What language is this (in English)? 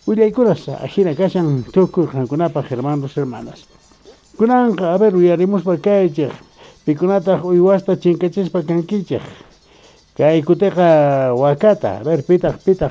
South Bolivian Quechua